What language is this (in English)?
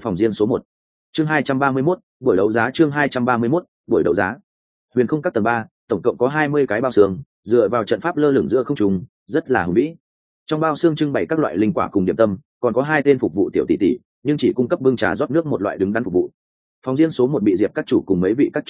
Vietnamese